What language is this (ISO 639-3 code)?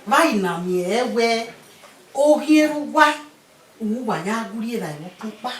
bin